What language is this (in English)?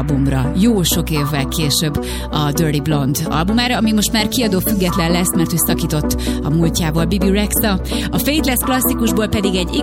Hungarian